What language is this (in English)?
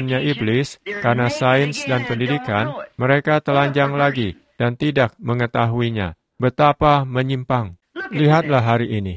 Indonesian